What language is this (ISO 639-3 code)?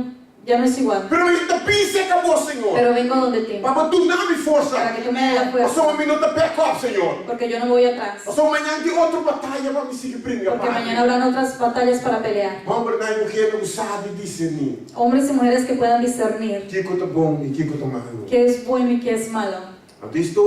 pap